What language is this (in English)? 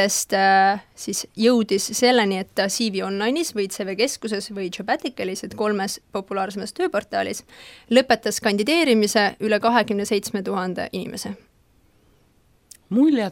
Estonian